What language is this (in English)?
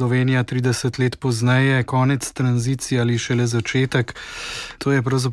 Slovenian